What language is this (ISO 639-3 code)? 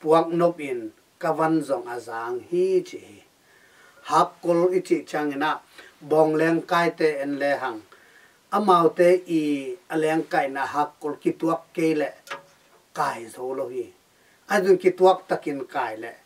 ctd